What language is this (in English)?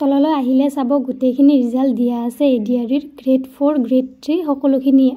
Assamese